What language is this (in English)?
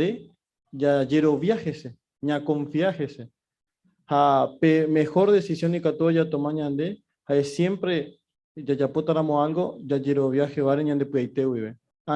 Guarani